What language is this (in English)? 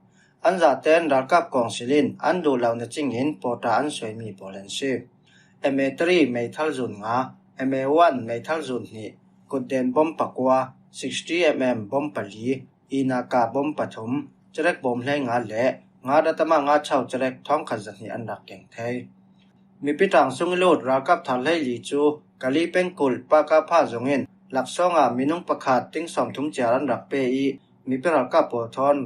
Falam Chin